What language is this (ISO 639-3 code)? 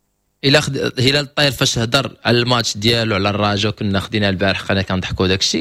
ary